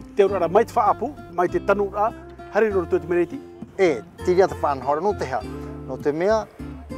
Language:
Tahitian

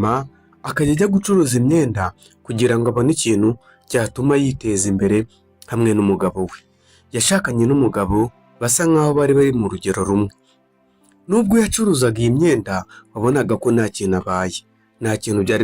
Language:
Kinyarwanda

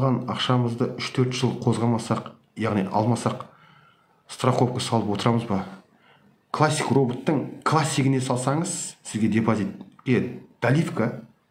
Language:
Kazakh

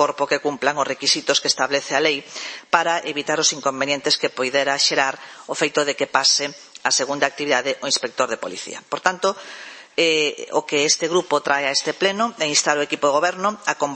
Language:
Galician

